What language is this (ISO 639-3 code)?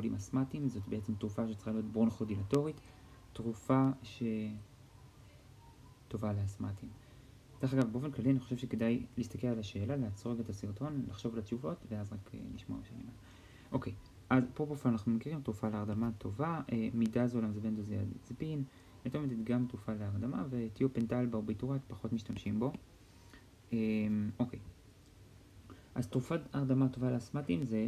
heb